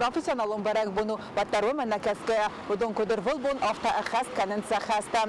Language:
Ossetic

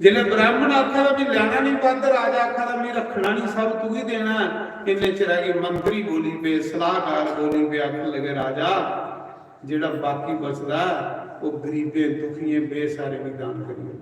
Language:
Dogri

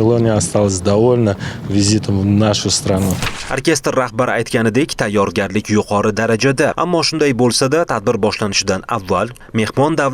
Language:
Uzbek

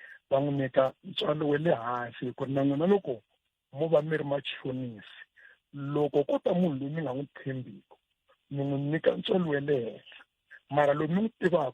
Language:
Tsonga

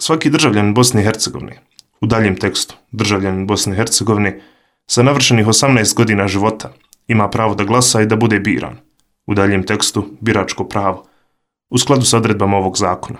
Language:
Serbian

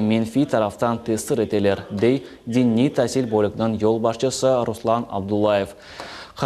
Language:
Crimean Tatar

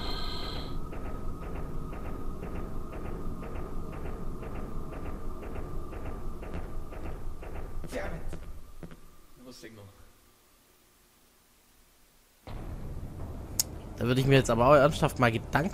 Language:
German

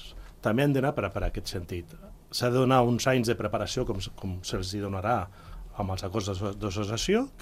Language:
Catalan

